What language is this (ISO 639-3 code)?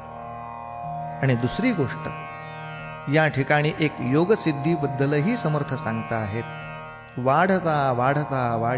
mar